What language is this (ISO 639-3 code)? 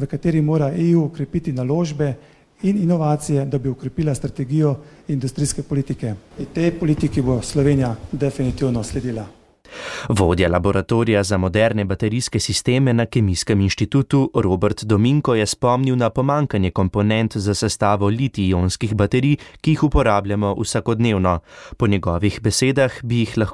slv